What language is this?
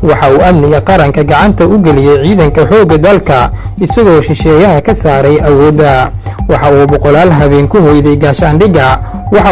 Somali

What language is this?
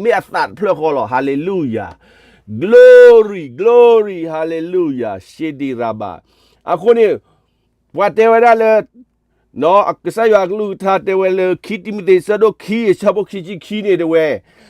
S'gaw Karen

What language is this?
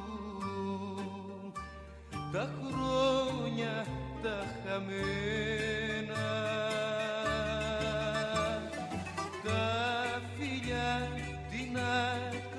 Greek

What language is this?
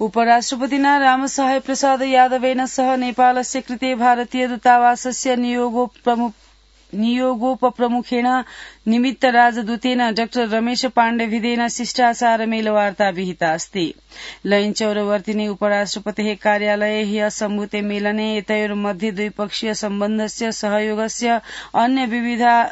Sanskrit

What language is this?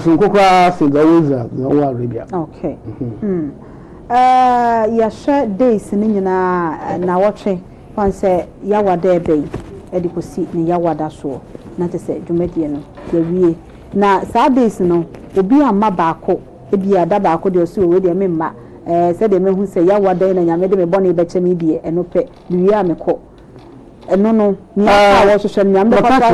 Akan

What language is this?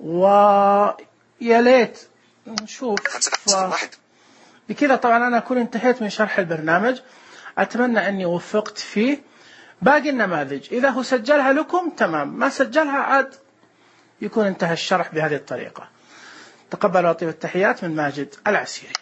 Najdi Arabic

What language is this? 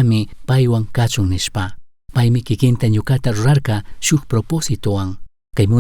Chimborazo Highland Quichua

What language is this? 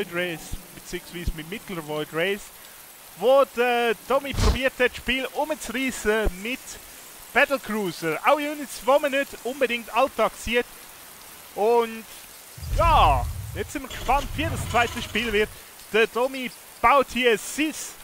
Swiss German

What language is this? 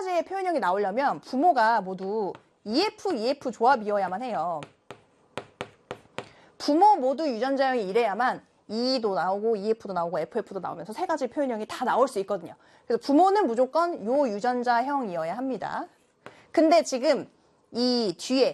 Korean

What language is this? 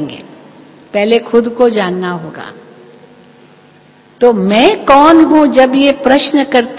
Hindi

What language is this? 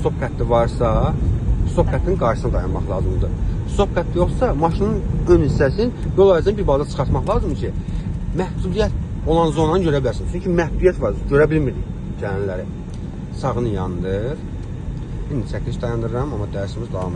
Azerbaijani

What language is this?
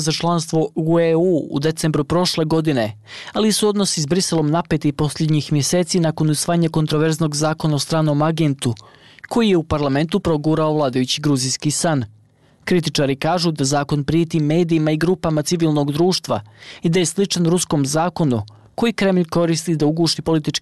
Bosnian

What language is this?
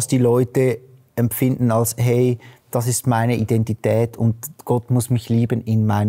Swiss German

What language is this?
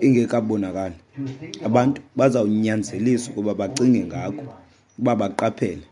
Xhosa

